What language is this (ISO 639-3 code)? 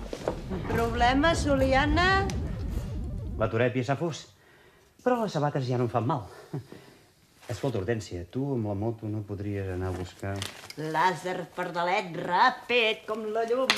cat